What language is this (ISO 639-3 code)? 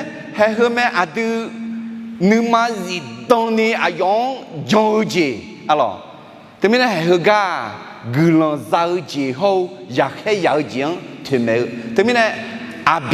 ahk